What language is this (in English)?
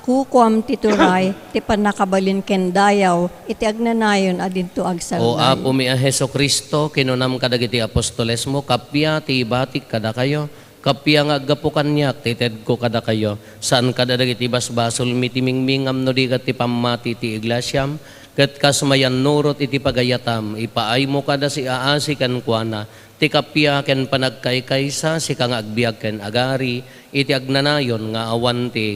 Iloko